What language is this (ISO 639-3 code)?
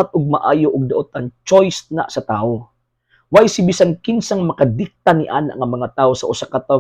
ceb